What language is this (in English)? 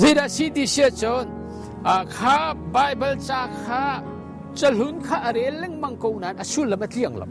Hakha Chin